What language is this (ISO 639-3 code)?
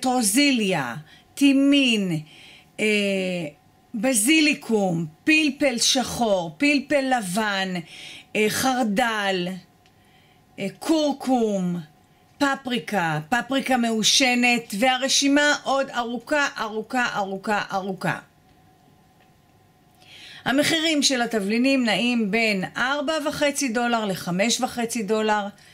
heb